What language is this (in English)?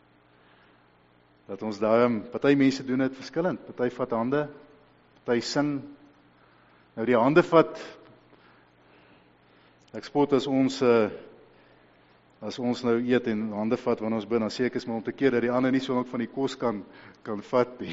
Afrikaans